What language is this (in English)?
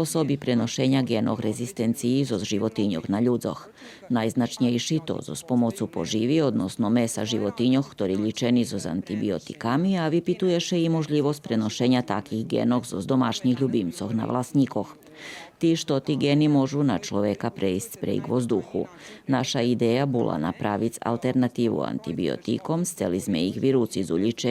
Rusyn